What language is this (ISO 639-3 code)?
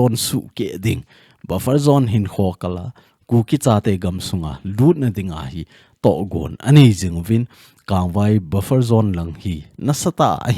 tcz